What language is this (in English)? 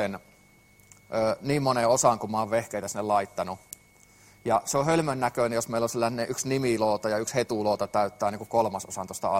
Finnish